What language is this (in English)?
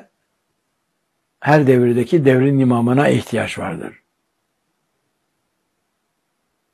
Turkish